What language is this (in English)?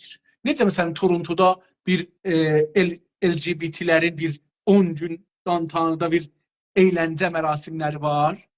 South Azerbaijani